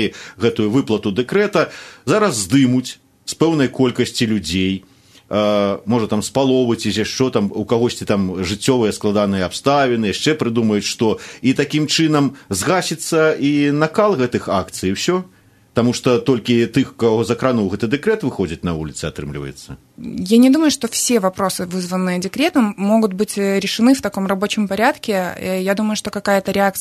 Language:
Belarusian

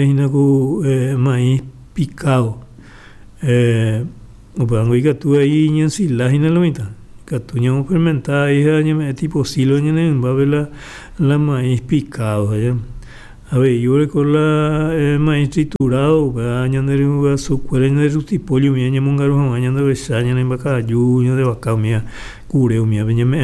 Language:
Guarani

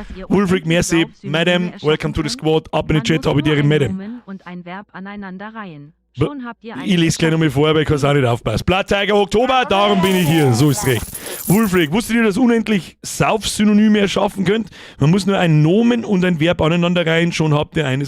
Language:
Bavarian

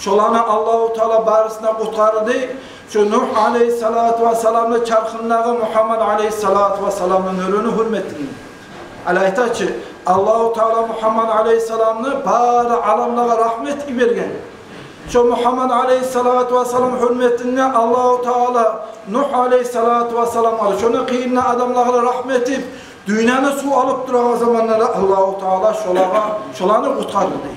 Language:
Kumyk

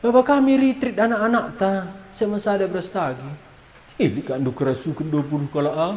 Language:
Batak Karo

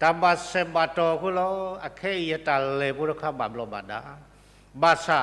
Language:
S'gaw Karen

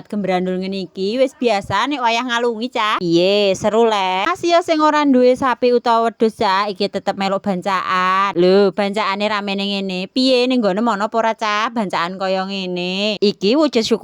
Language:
Javanese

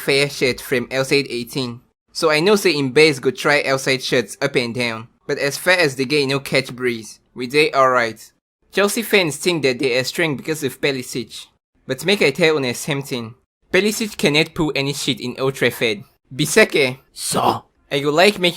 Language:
Nigerian Pidgin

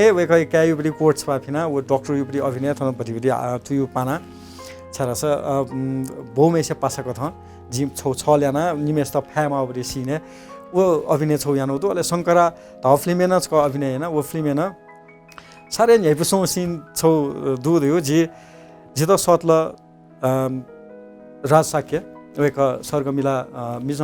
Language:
Newari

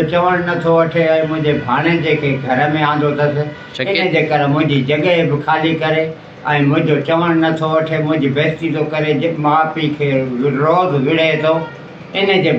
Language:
Sindhi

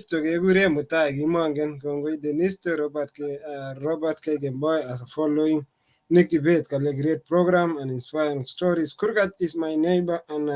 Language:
Kalenjin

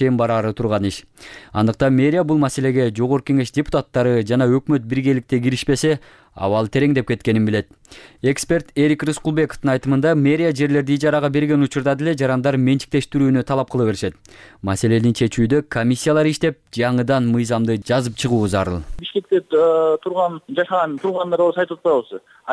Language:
Kyrgyz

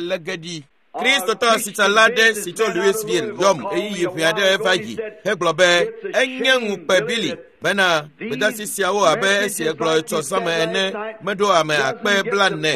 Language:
Ewe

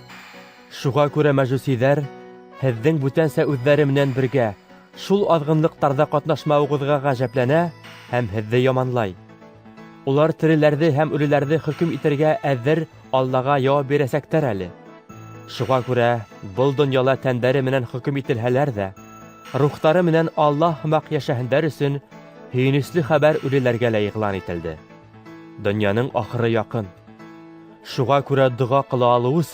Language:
Bashkir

